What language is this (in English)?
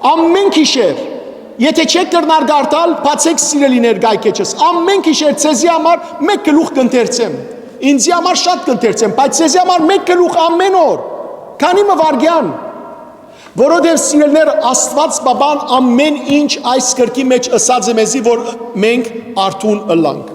Western Armenian